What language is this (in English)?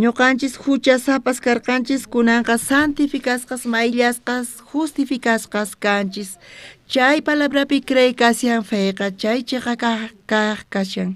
South Bolivian Quechua